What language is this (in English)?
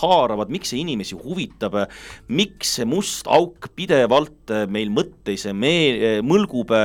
Estonian